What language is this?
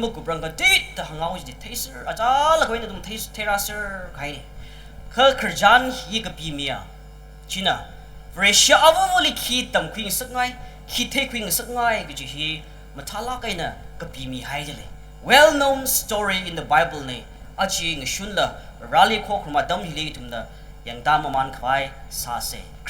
Tangkhul Naga (India)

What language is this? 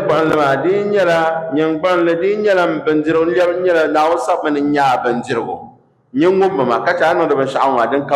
Dagbani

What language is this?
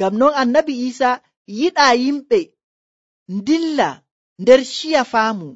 Nigerian Fulfulde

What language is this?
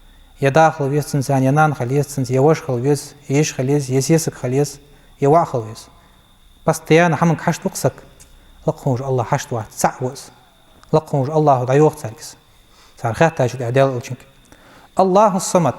Ingush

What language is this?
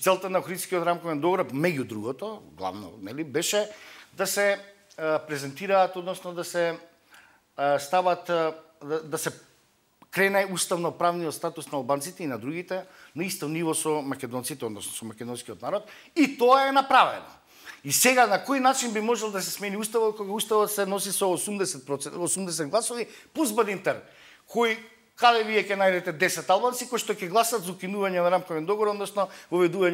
Macedonian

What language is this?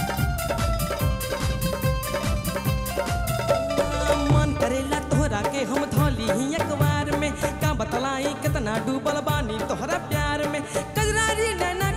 Bhojpuri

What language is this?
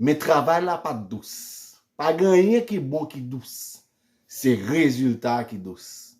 Haitian Creole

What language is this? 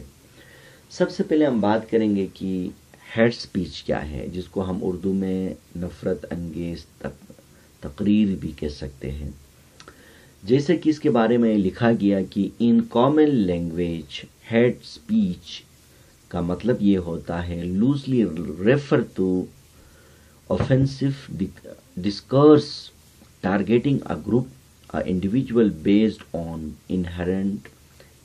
Urdu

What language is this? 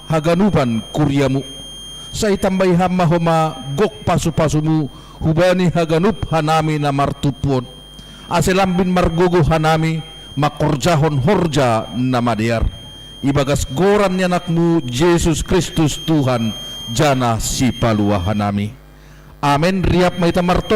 Batak Simalungun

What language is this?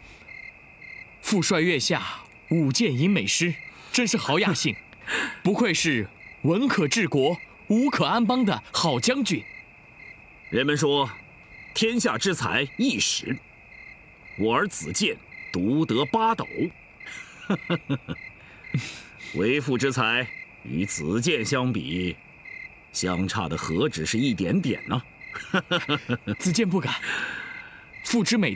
Chinese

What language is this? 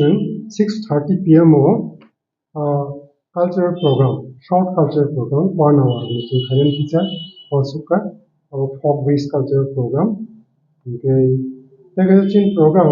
Kok Borok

